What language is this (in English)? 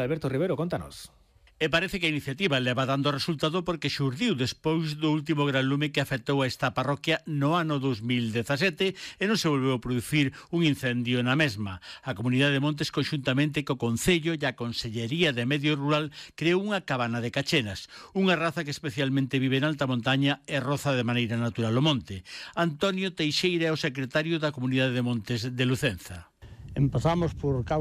Galician